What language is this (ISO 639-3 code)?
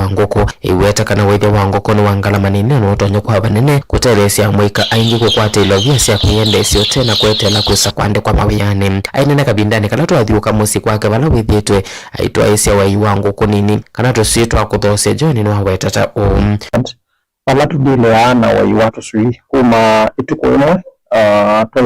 kam